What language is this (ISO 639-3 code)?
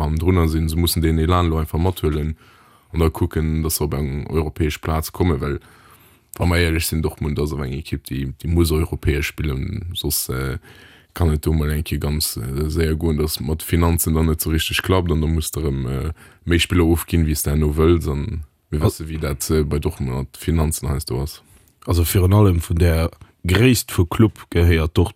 ltz